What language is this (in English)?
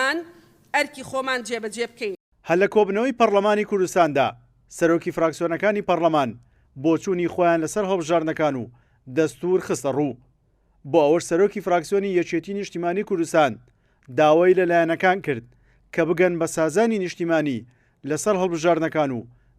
Central Kurdish